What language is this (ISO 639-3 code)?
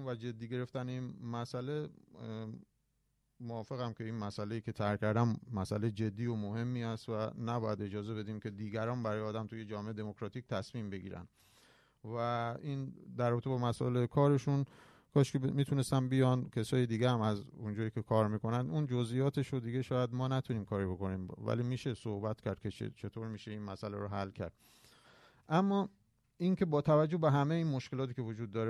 fas